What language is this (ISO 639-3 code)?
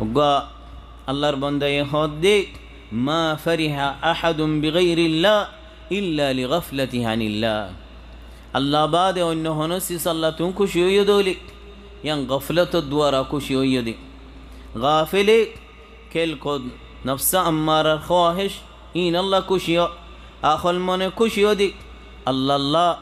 rhg